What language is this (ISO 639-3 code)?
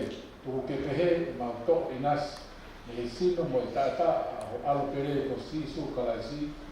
ton